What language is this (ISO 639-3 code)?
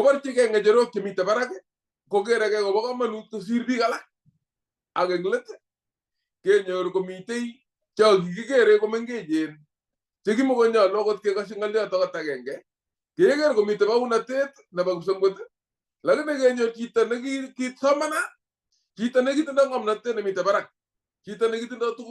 kln